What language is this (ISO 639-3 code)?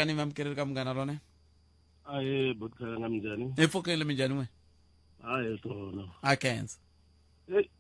tso